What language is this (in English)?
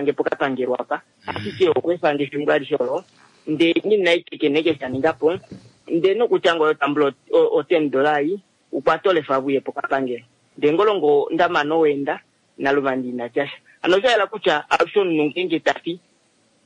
Kuanyama